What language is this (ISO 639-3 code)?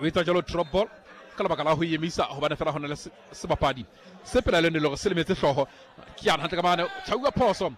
sot